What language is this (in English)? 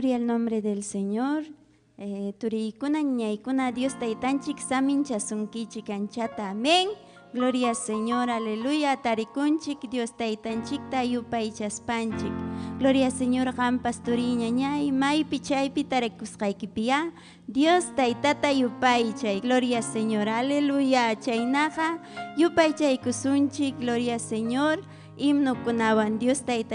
Ayacucho Quechua